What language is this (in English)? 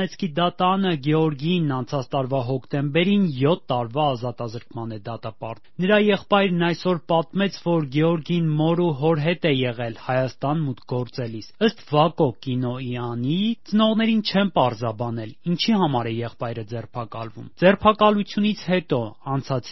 Armenian